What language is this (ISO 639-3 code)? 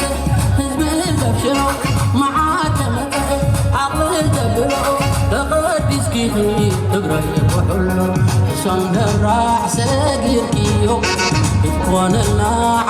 tir